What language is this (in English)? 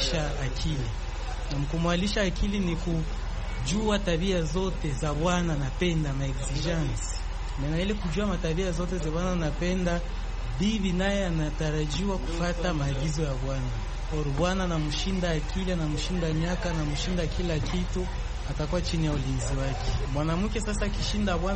Swahili